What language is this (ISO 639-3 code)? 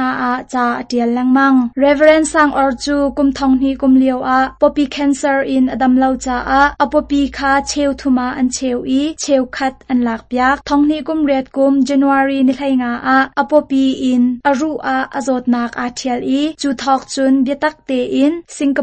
cnh